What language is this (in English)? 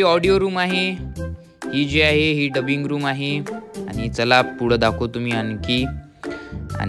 Marathi